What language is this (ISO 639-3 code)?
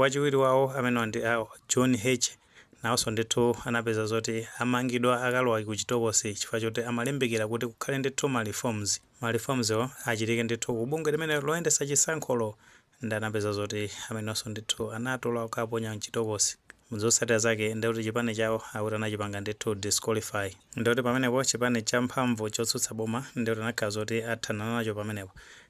nya